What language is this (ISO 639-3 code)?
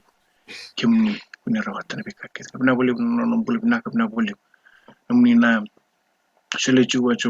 fij